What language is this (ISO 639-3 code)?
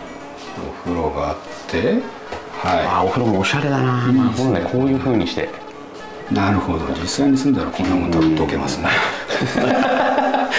jpn